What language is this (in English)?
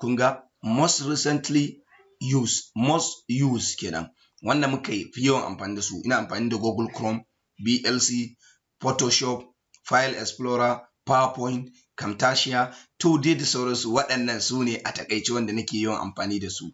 Hausa